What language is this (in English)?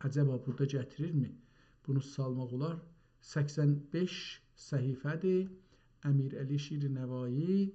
South Azerbaijani